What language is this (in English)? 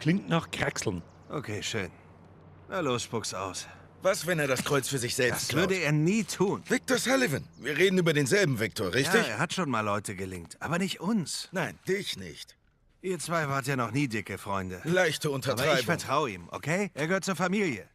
Bavarian